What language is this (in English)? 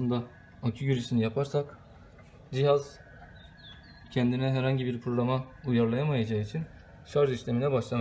Turkish